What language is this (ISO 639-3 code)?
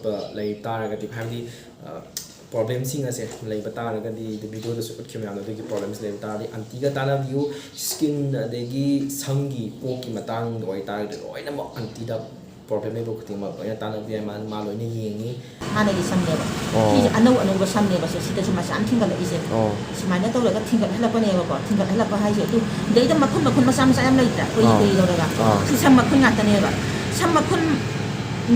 mni